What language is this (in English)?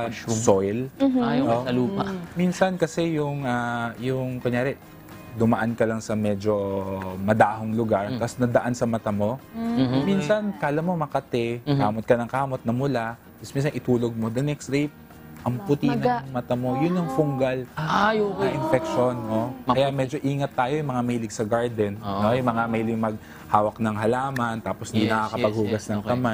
Filipino